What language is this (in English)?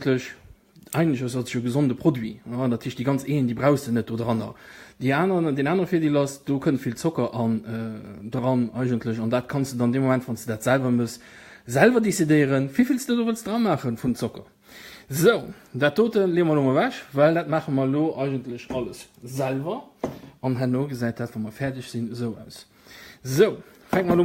Luxembourgish